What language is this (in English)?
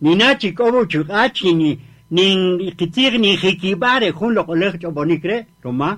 Kaqchikel